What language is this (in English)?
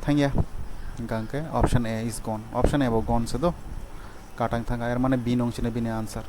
Kok Borok